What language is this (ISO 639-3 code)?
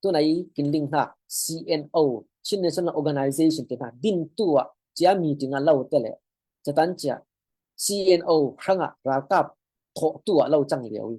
cfm